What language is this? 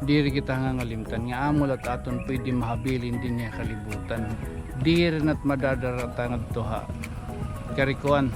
Waray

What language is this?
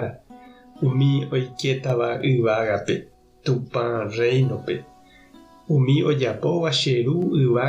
Guarani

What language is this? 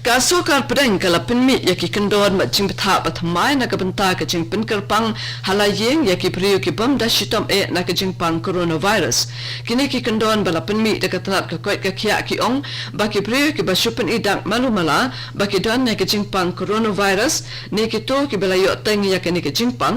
Khasi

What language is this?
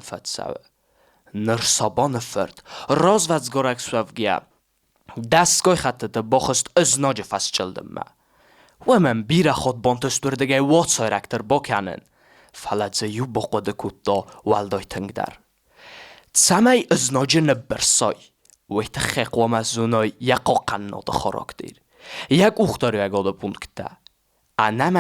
Ossetic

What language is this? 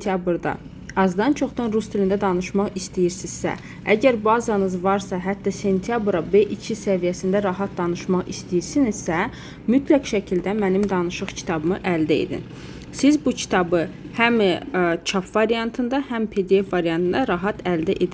Azerbaijani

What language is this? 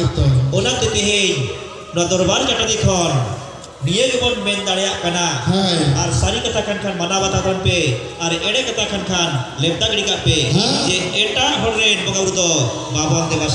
Santali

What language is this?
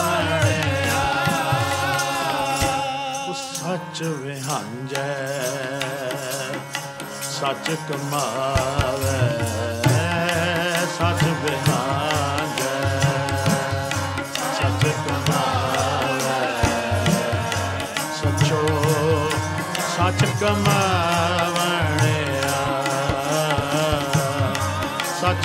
Punjabi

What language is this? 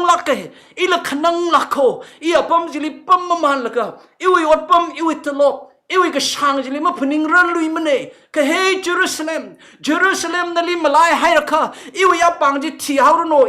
Tangkhul Naga (India)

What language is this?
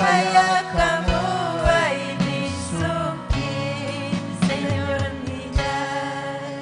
Ayacucho Quechua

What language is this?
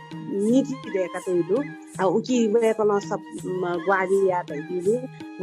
Newari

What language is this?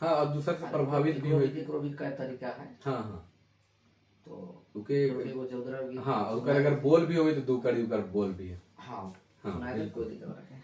Sadri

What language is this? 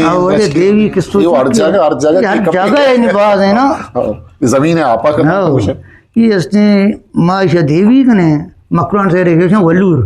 Eastern Balochi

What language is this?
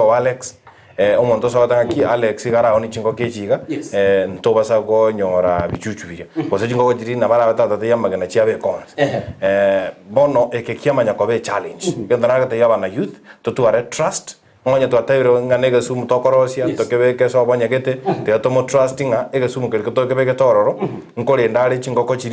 Gusii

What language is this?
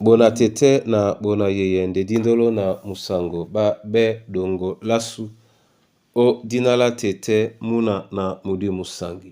Duala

